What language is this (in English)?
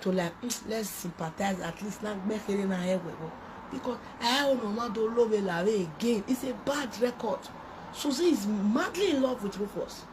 Nigerian Pidgin